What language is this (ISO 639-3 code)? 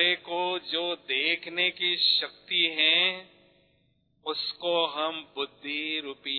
hin